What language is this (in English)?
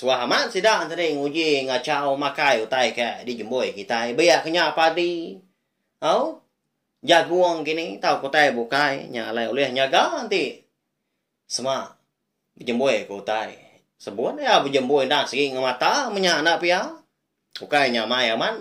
Iban